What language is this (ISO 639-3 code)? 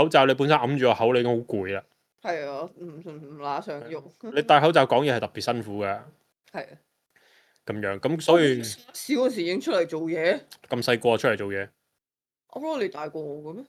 yue